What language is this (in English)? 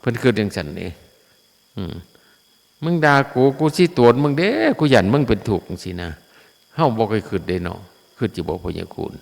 Northeastern Thai